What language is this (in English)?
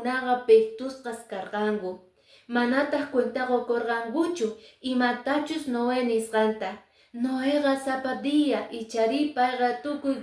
Quechua